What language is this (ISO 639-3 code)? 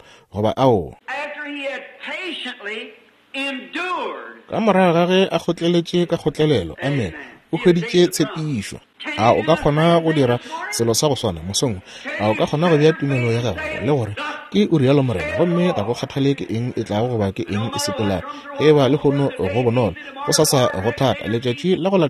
nso